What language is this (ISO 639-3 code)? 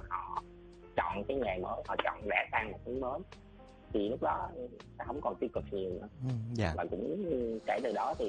vie